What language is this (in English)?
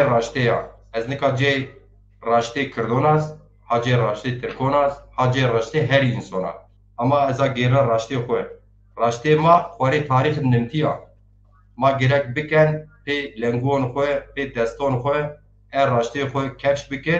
Zaza